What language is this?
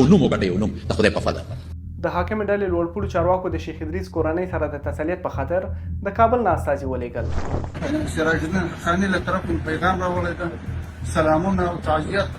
Pashto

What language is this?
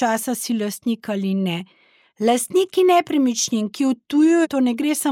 Slovenian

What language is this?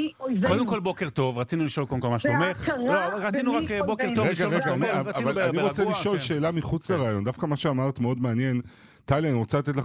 Hebrew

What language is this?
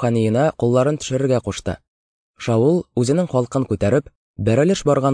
Tatar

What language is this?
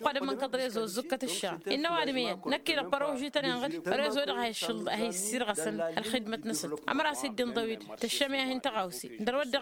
Tamasheq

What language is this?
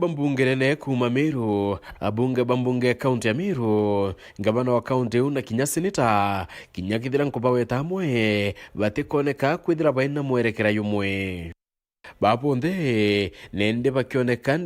Meru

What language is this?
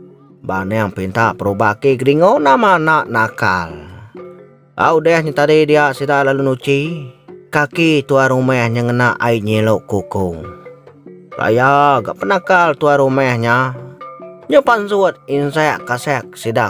Iban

